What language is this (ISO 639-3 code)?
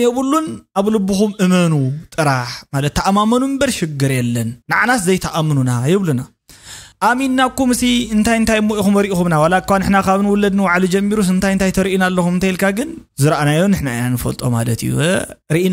tir